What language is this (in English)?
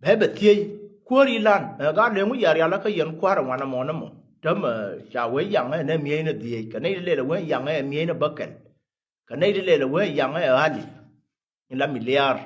Nuer